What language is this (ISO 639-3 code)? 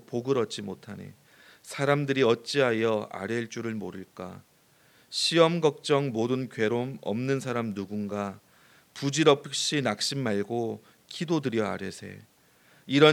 kor